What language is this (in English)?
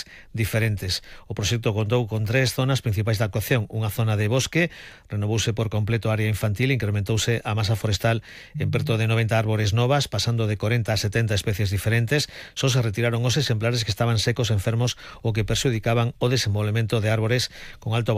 Galician